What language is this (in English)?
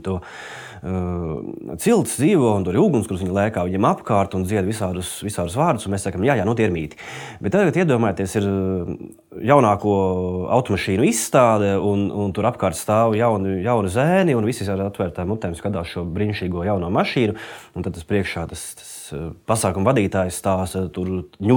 Latvian